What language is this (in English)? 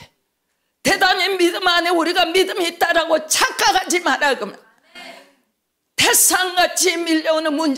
Korean